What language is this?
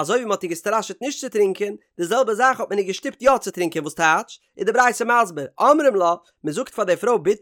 Yiddish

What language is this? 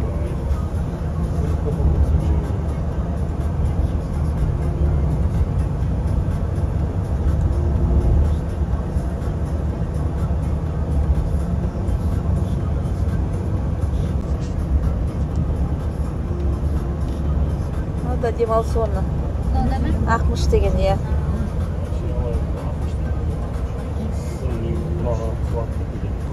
Kazakh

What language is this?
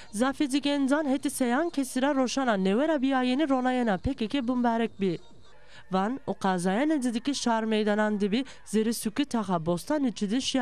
Zaza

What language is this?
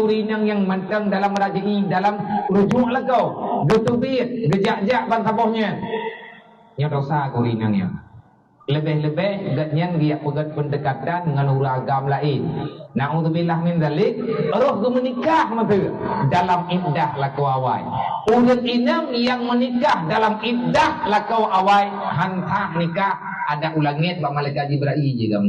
Achinese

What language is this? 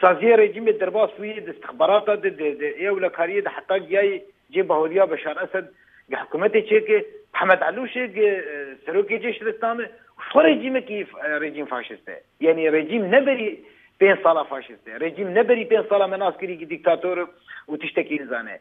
Kurdish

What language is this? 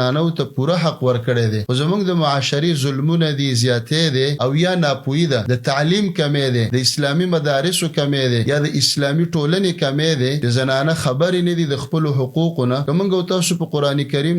Pashto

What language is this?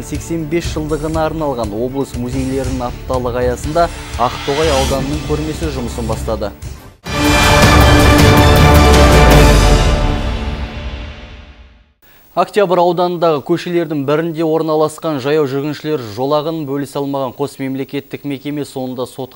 Kazakh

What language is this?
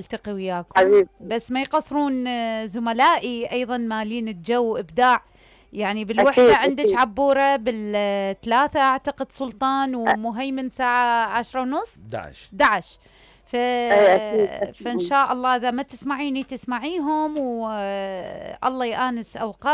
Mesopotamian Arabic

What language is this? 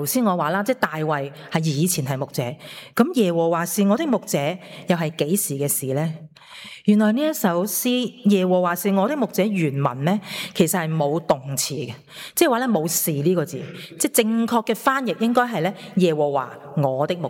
Cantonese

